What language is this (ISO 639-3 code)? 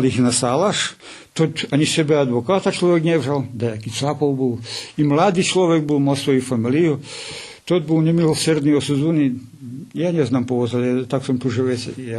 rue